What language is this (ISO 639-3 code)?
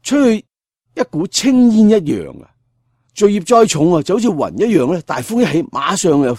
yue